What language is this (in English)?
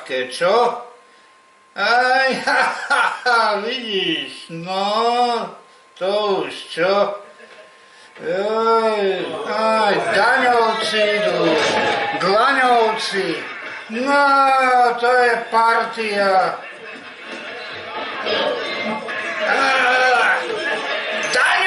Slovak